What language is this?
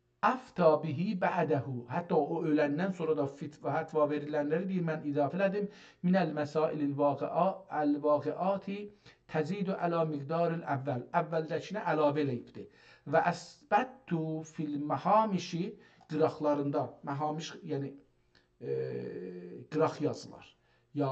South Azerbaijani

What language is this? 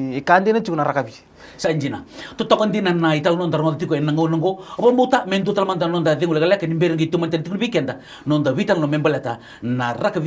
Fijian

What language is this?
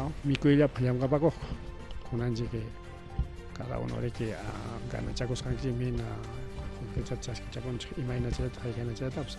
Ayacucho Quechua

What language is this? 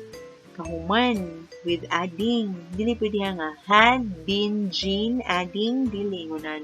Cebuano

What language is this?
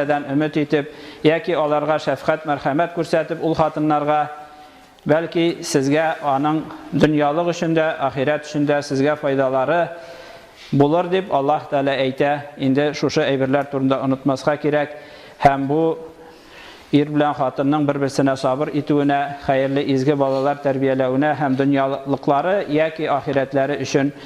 Tatar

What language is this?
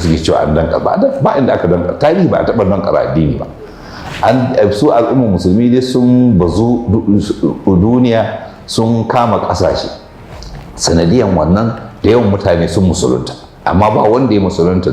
Hausa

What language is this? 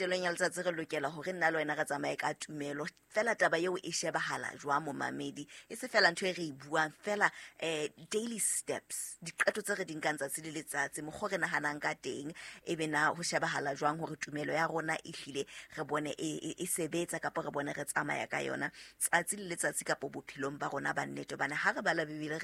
Southern Sotho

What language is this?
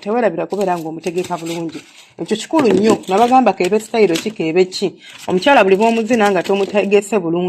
Ganda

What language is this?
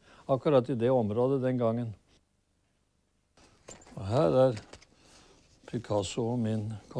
Norwegian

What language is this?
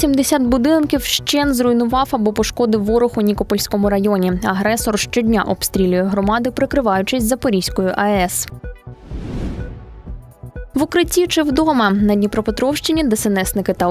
Ukrainian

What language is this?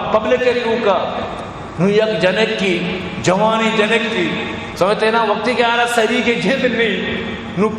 Eastern Balochi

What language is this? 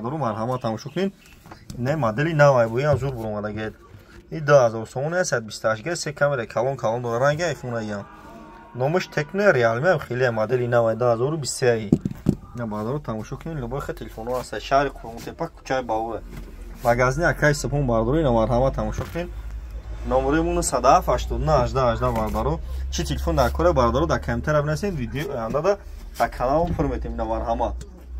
Tajik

